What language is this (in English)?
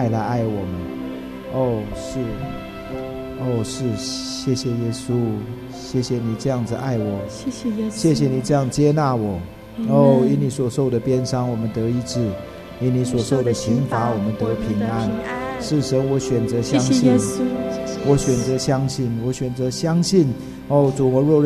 Chinese